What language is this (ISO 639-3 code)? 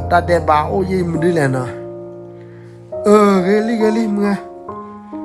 ksw